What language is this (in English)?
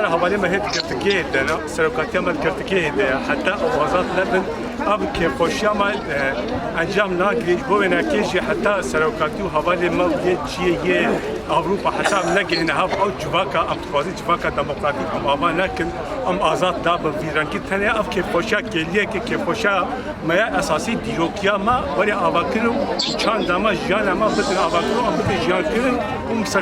Kurdish